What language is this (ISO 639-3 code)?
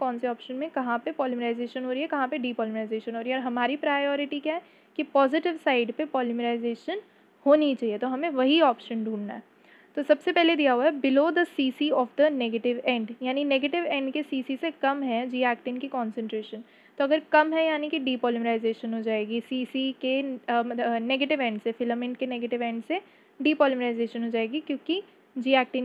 hin